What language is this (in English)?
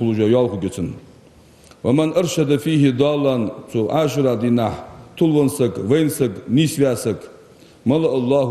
Ingush